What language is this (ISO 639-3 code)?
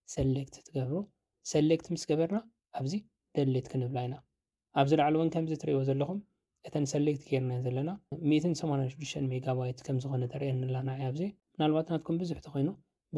tir